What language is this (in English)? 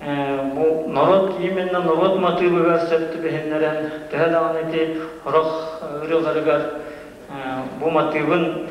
Yakut